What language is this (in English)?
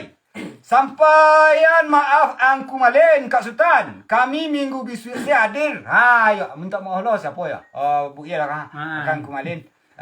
Minangkabau